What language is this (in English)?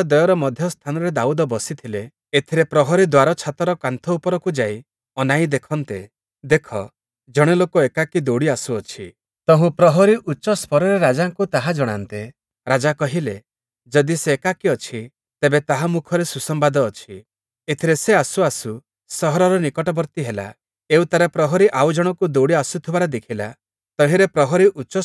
Odia